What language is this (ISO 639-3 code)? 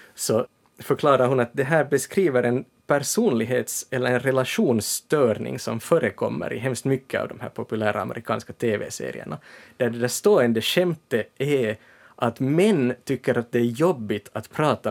swe